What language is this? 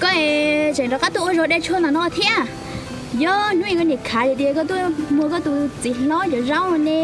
Hmong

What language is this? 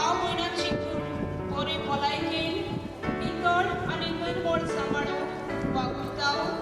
Konkani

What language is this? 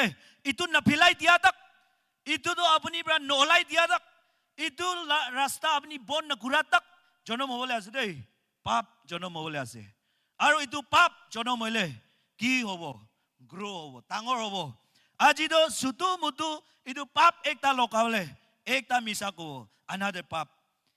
Naga Pidgin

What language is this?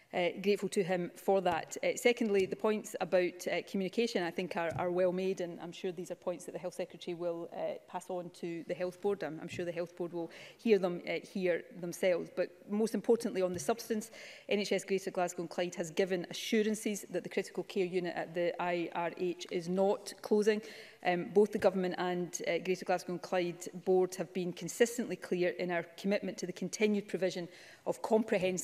English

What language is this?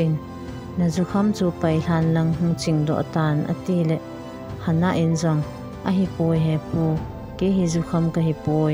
Thado Chin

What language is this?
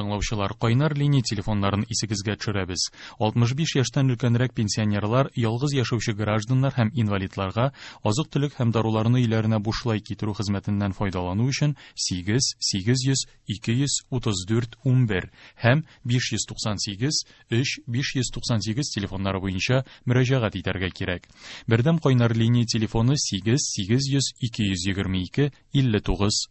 Tatar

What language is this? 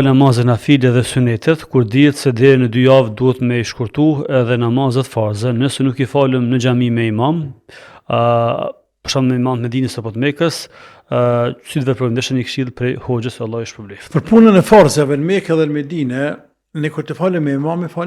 Albanian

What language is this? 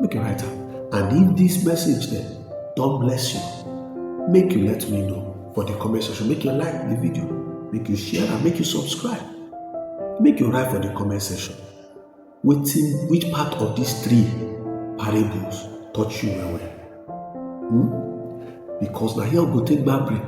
Nigerian Pidgin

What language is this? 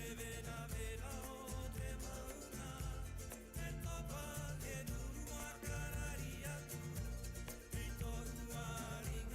Rapanui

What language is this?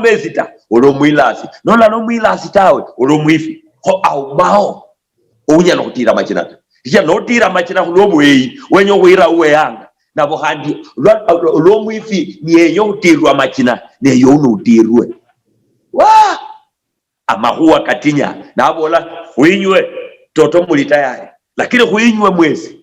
Luyia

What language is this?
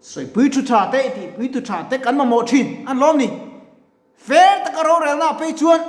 Mizo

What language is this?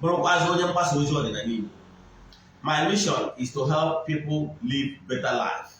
Igbo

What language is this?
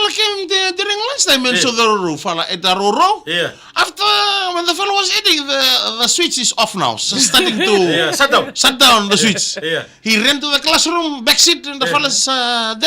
Fijian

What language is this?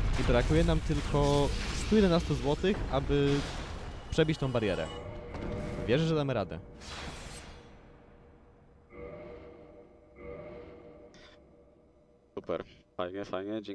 Polish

